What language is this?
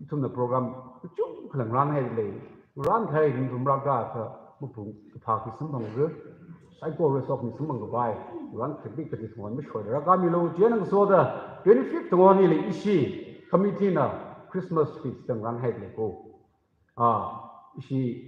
Tangkhul Naga (India)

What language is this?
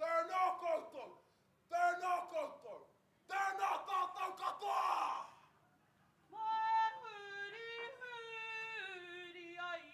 Māori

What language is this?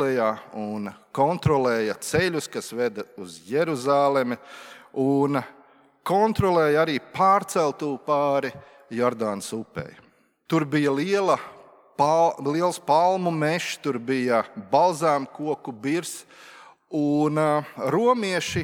Latvian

